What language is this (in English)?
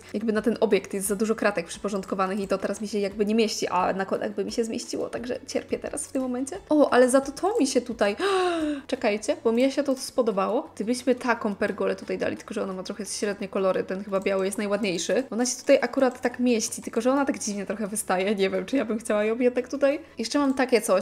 Polish